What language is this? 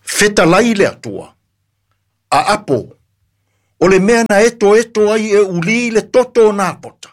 Samoan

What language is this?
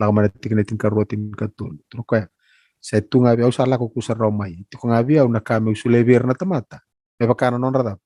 Fijian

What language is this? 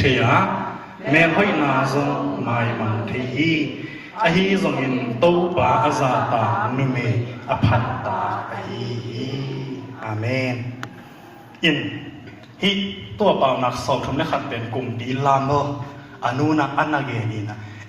Tedim Chin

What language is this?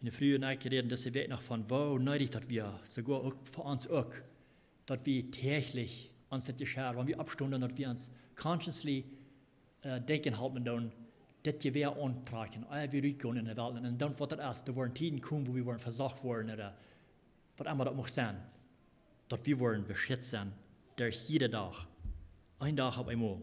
Plautdietsch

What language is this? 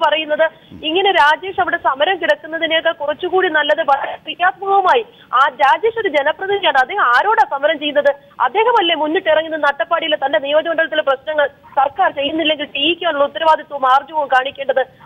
Malayalam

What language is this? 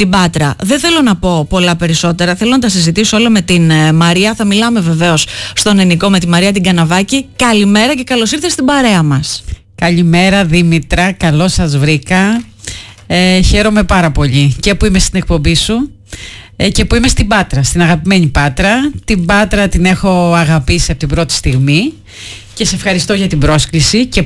Greek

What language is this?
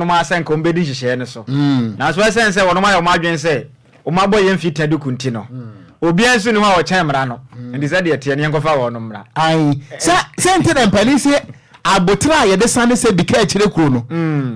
Akan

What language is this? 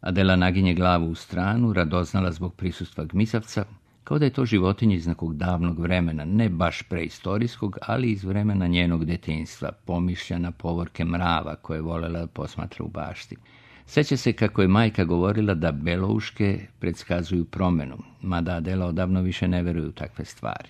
Serbian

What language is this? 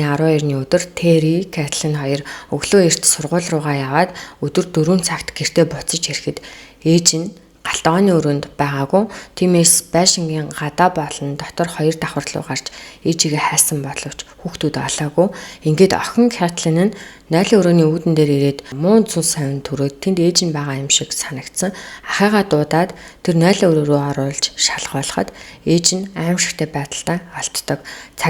Mongolian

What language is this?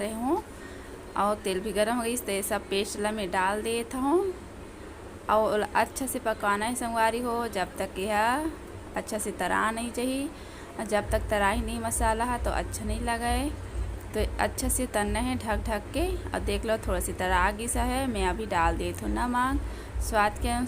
Chhattisgarhi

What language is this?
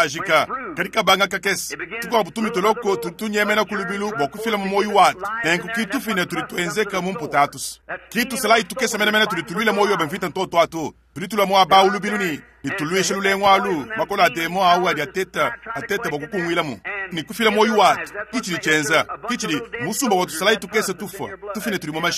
Luba-Lulua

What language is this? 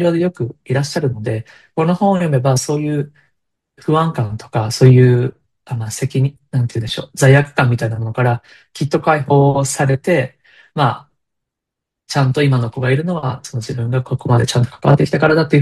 Japanese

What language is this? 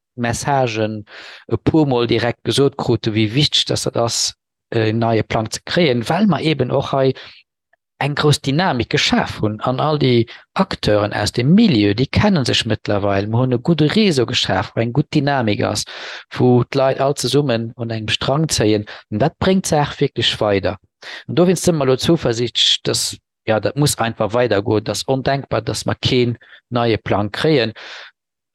Luxembourgish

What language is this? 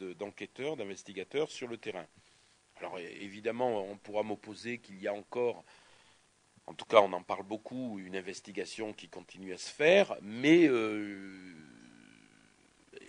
French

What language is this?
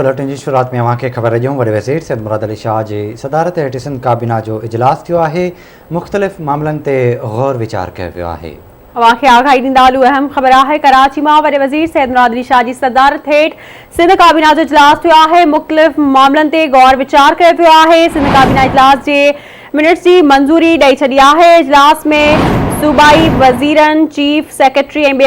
Sindhi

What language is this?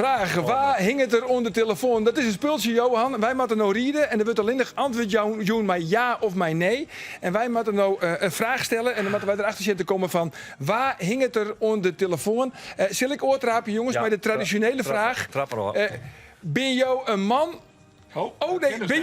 Western Frisian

